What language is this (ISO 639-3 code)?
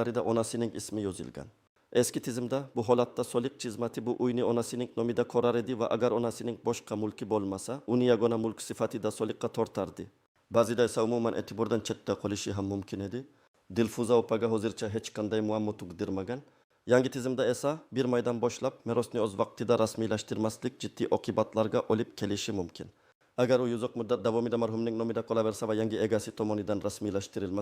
uzb